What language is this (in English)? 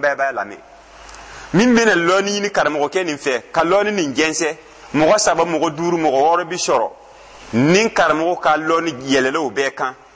Dyula